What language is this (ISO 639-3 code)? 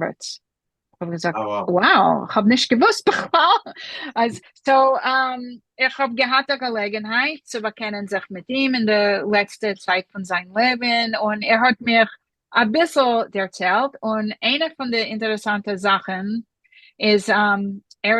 yid